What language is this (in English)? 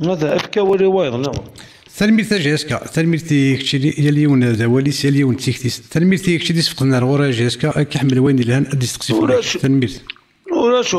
Kabyle